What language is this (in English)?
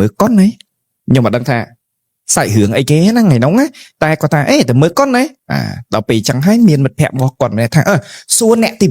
Khmer